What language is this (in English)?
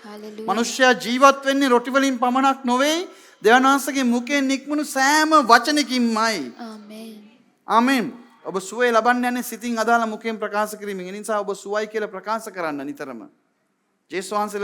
Sinhala